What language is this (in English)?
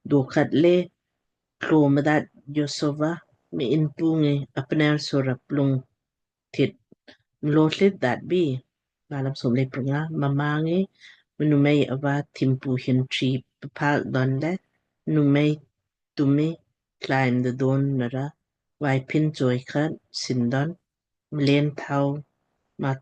Lamkang